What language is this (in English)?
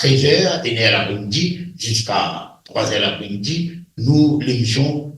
Morisyen